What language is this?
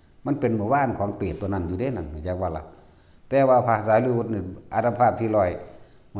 Northeastern Thai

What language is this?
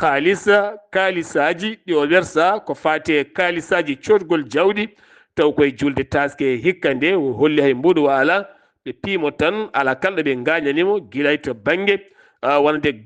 Fula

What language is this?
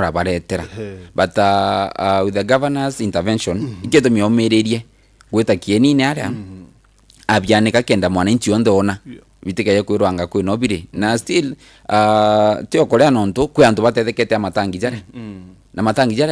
Meru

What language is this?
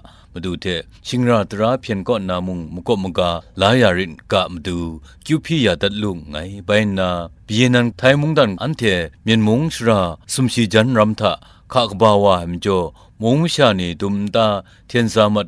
Kachin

